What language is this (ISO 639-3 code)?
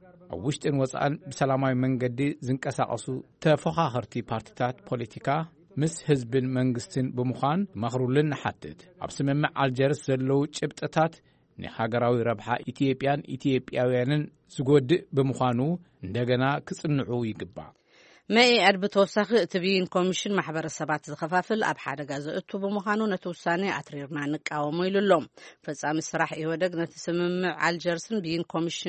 tir